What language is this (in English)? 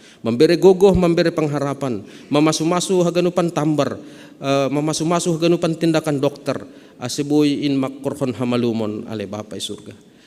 Batak Simalungun